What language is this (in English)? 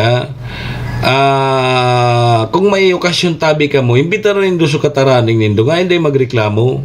Bikol